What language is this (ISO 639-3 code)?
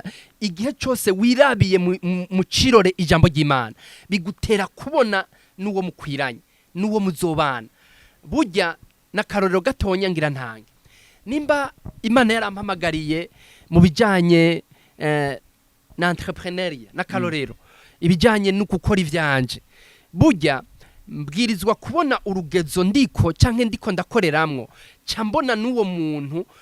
run